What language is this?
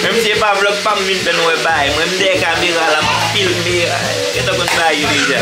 Haitian Creole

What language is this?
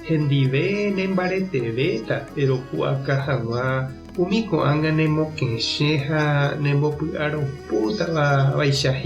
Guarani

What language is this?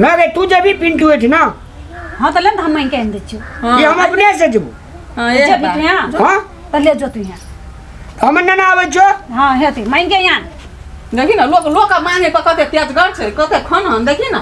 Maithili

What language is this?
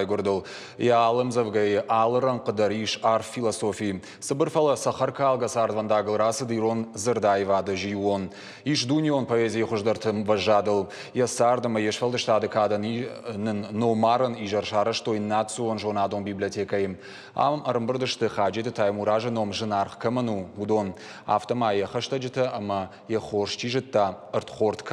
Ossetic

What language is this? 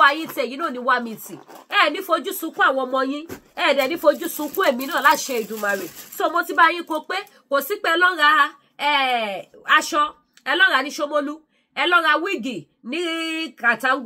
Yoruba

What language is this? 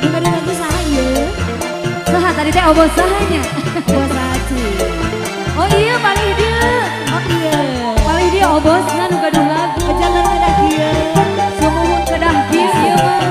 Sundanese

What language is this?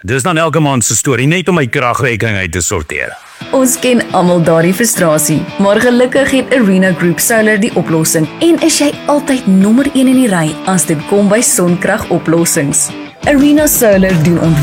Afrikaans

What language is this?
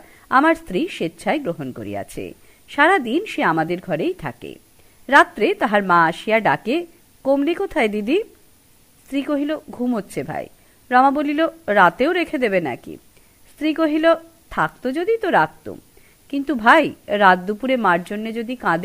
Bangla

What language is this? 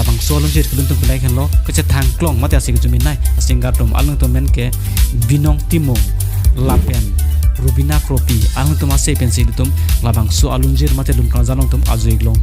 Karbi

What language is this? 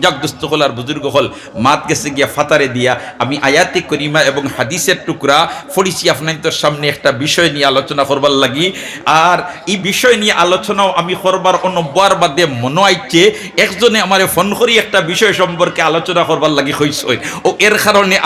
Sylheti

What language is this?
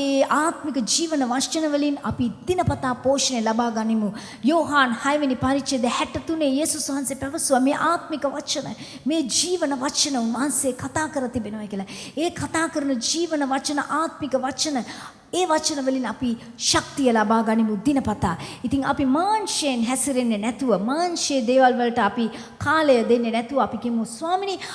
Sinhala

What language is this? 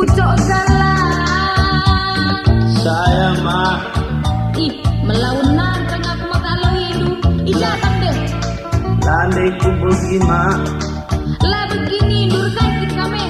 Batak Karo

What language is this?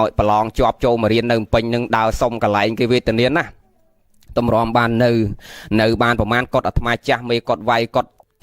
Khmer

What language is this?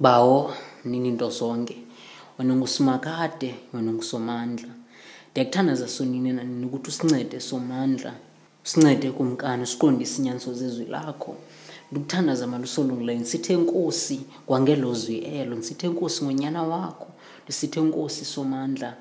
Xhosa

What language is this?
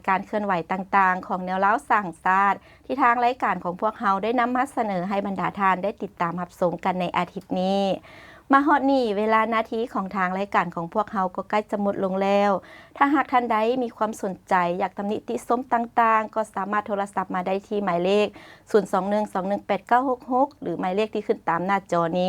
Lao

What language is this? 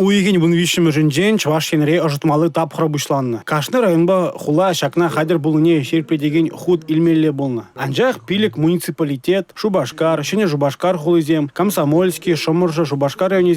Chuvash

